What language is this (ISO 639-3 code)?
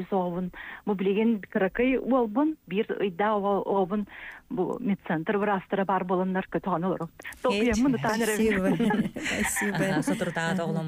sah